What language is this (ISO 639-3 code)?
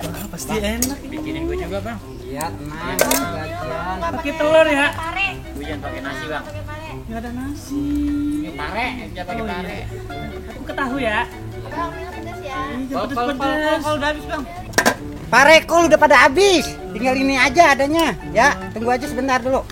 bew